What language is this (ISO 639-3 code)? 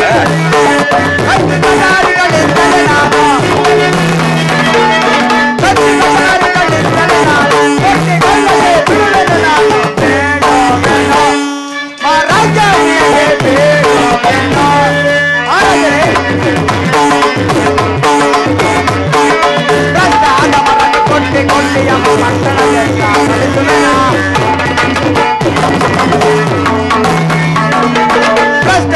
kan